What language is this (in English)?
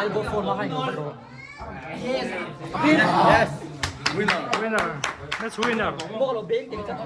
Mizo